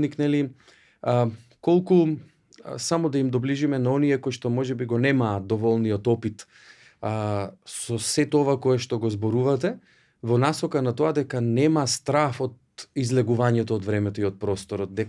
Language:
Macedonian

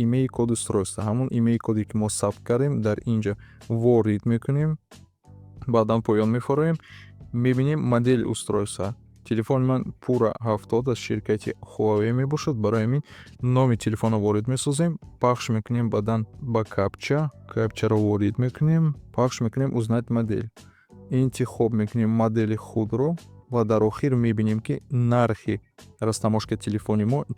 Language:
Tajik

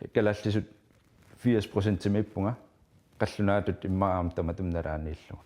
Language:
Kalaallisut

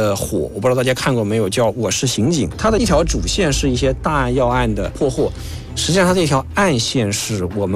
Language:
Chinese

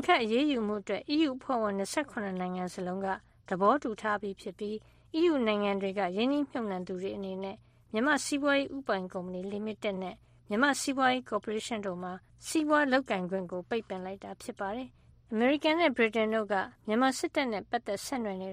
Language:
Burmese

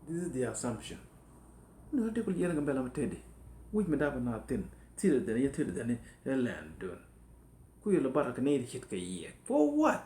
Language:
Nuer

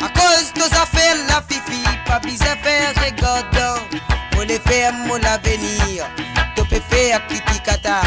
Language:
Morisyen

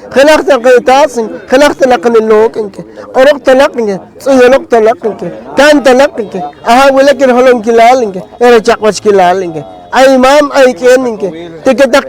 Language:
Poqomchi'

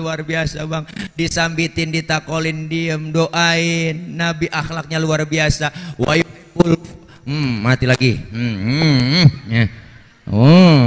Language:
Betawi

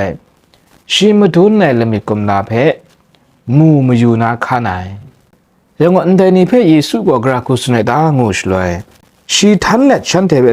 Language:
Kachin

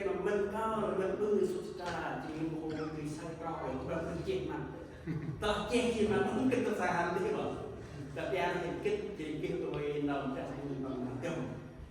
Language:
Central Mnong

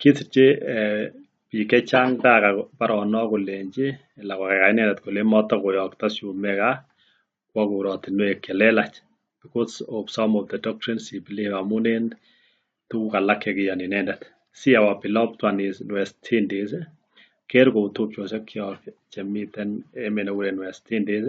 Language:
Kalenjin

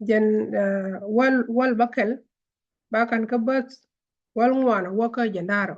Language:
Nuer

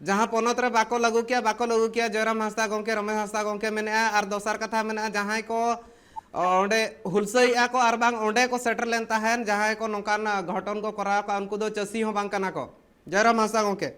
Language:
Santali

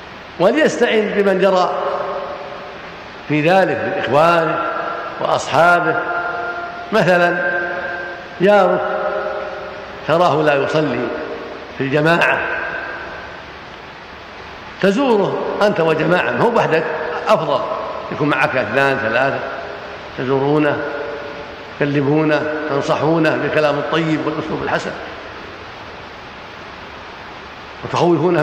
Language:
Arabic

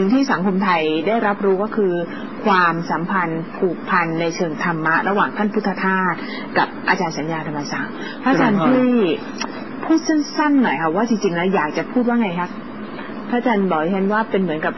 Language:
Thai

